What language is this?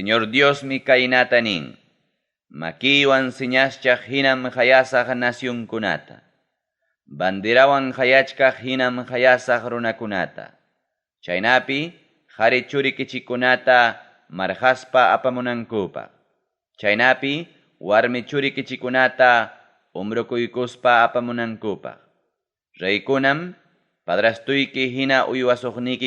Ayacucho Quechua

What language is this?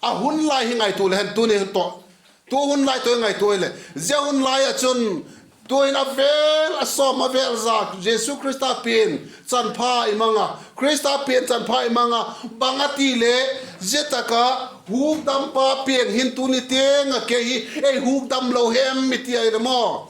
Vaiphei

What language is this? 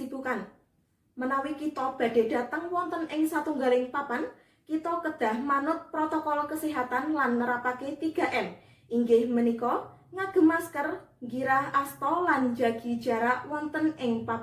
Javanese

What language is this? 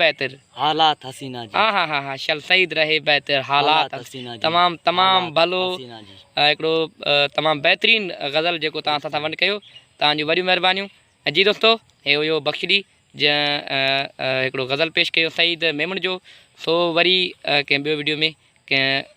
Sindhi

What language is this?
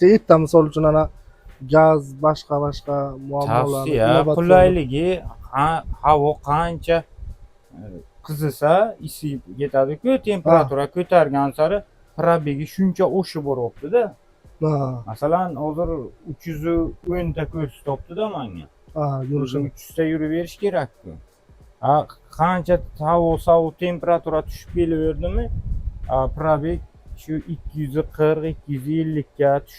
Uzbek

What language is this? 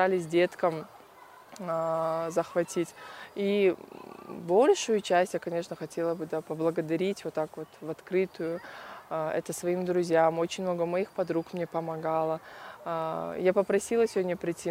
Russian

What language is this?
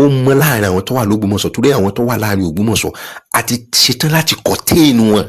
Yoruba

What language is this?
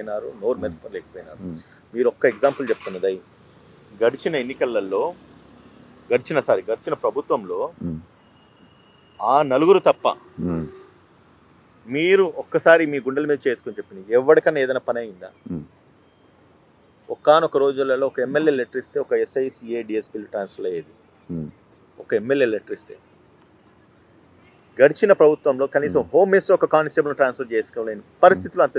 Telugu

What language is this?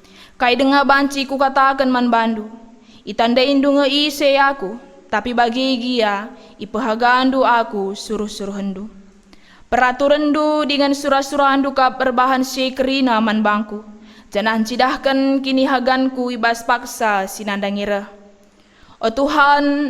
Batak Karo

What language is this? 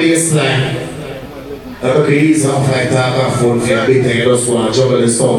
Jamaican Creole English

